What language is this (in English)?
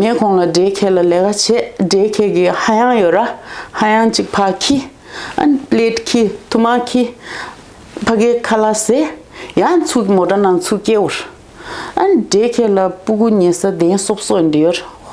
Tibetan